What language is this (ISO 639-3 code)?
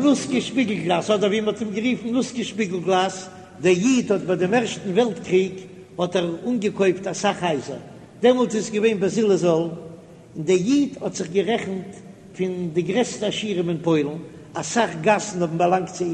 yid